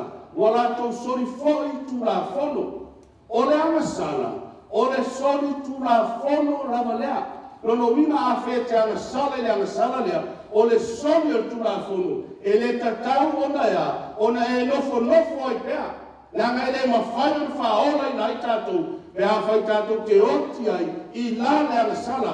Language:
Samoan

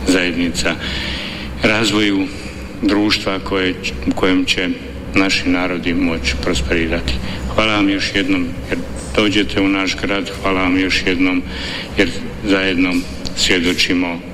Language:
Croatian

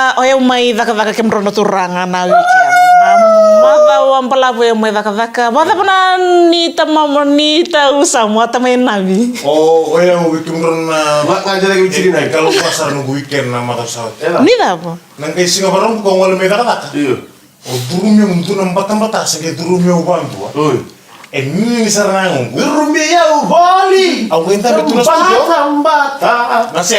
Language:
Fijian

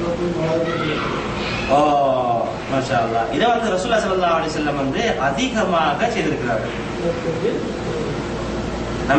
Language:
Tamil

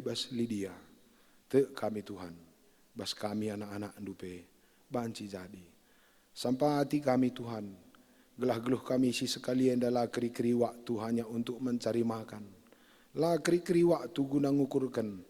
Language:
Batak Karo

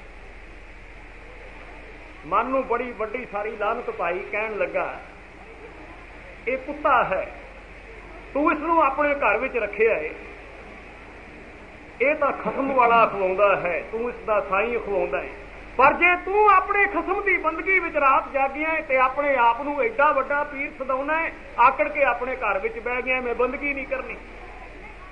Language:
Punjabi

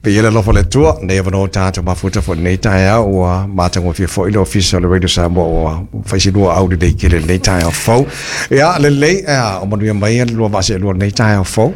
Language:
Samoan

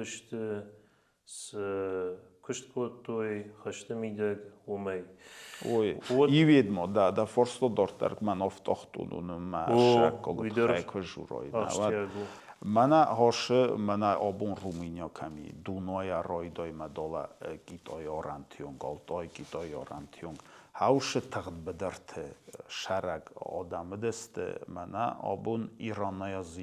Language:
Ossetic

